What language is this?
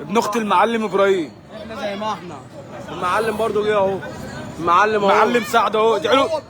Egyptian Arabic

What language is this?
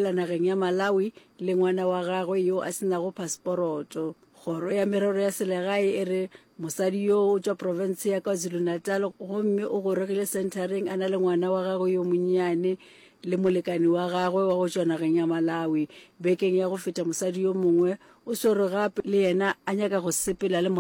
Northern Sotho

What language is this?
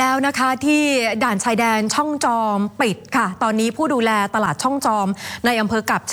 Thai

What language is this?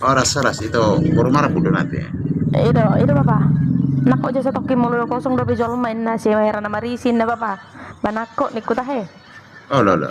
Batak Toba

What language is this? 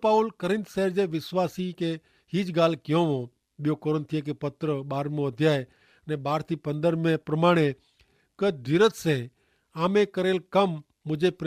Kachhi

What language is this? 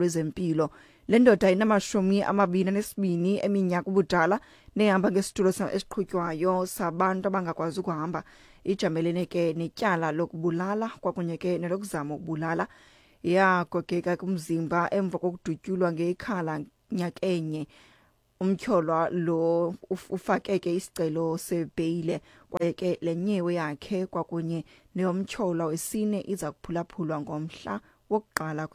Xhosa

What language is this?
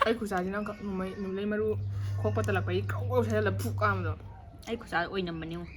Manipuri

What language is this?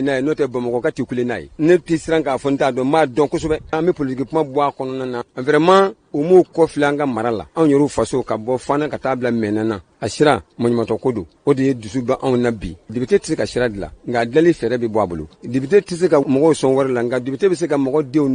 Bambara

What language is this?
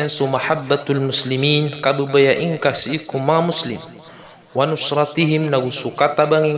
Maranao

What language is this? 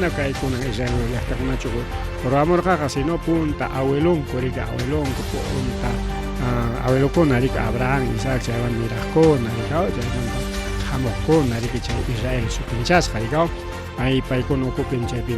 Ayacucho Quechua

